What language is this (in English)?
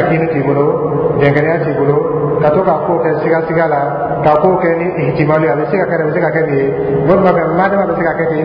Dyula